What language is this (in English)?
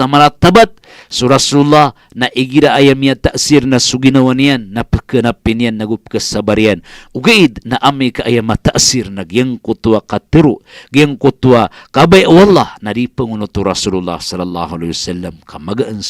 Maranao